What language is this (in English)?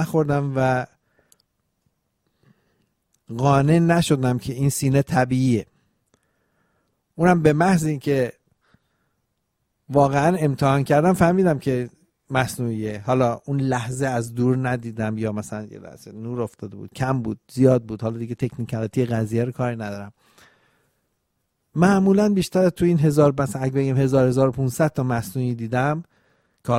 Persian